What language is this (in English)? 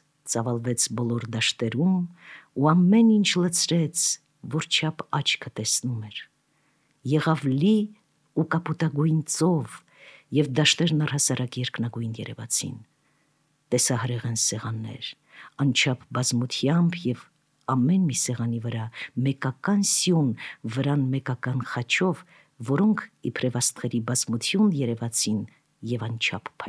Armenian